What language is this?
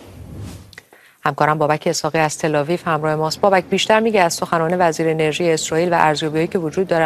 Persian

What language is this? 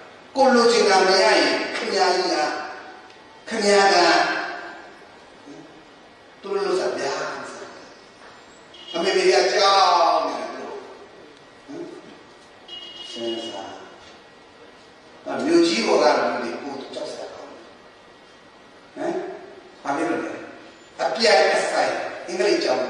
Burmese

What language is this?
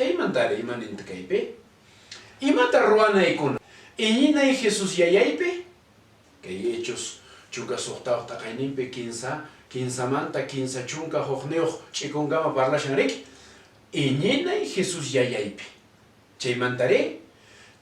Quechua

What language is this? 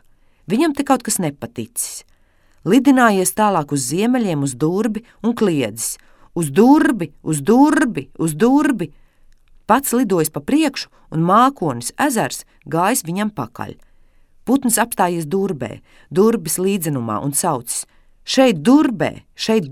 Latvian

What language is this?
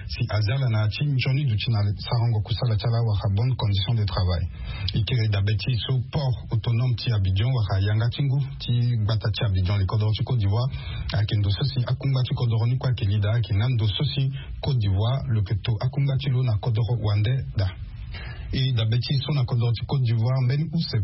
Sango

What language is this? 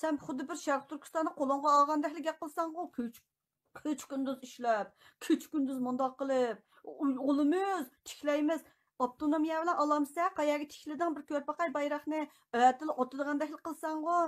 Uyghur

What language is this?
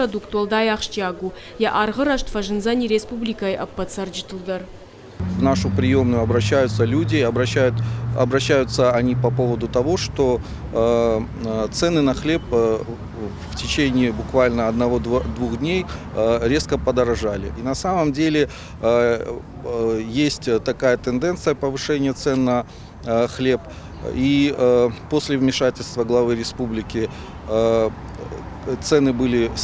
Ossetic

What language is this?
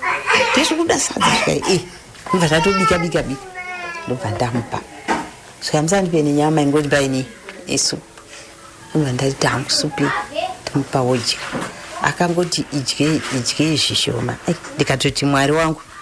Shona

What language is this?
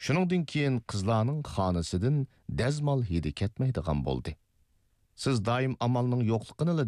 Uyghur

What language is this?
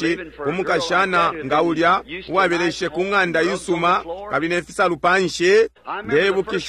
Bemba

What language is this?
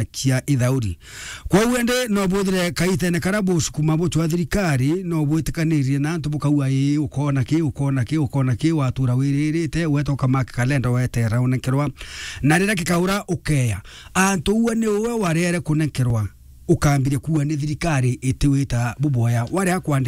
Meru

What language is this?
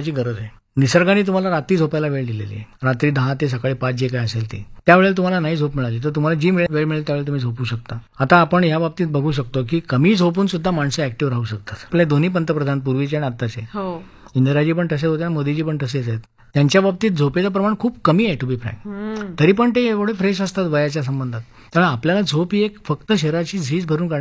Marathi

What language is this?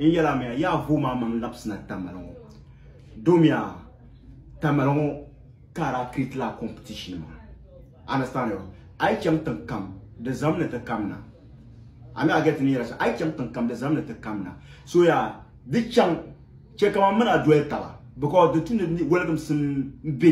Dagbani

